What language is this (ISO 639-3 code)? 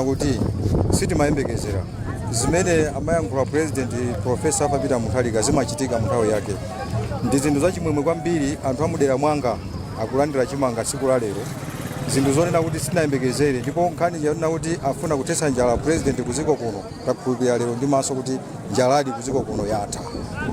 nya